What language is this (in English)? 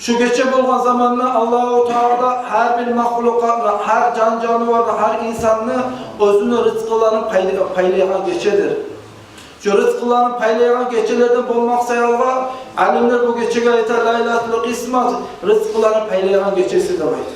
Kumyk